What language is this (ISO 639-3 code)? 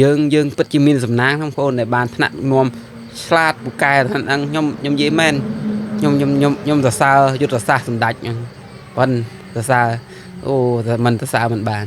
khm